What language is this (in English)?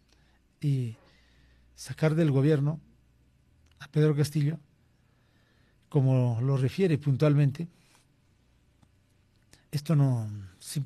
Spanish